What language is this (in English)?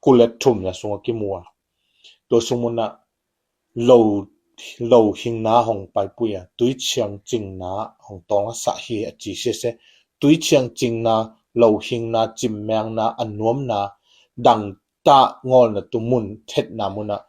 Tedim Chin